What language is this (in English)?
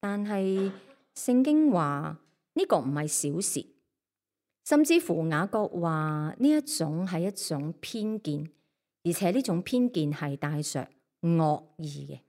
Cantonese